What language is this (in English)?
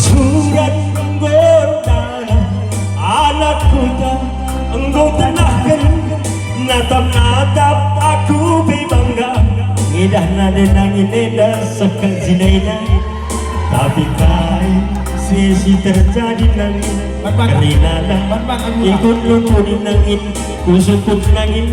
Batak Karo